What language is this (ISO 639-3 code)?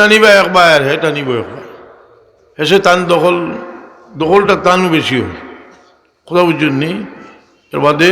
syl